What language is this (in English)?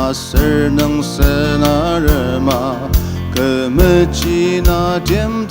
Ao Naga